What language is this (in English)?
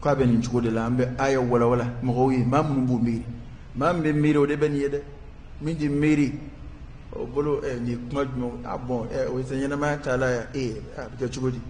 Bambara